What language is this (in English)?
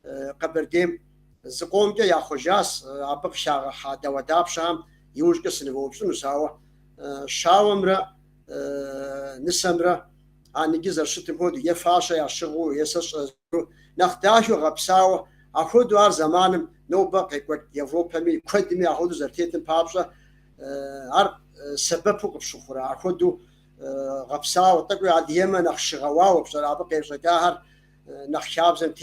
Kabardian